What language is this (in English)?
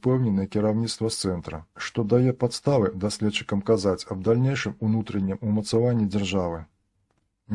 Belarusian